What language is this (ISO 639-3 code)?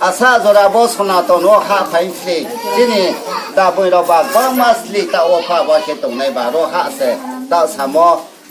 ria